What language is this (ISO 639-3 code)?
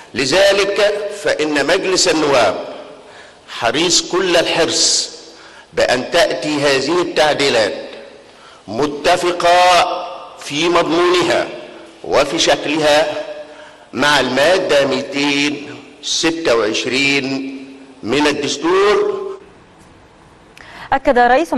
ara